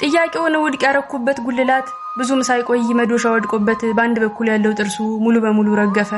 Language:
Amharic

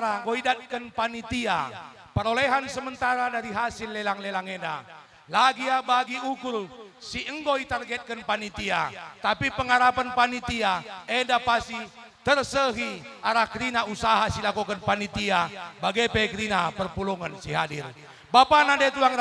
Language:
Batak Karo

